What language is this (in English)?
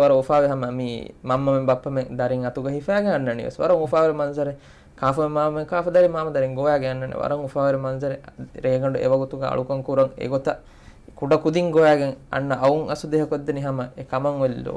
Divehi